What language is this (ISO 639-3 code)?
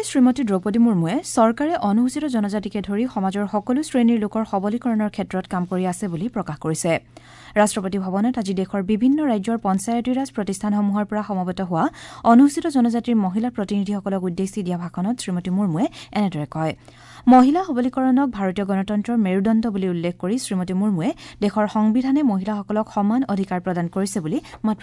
asm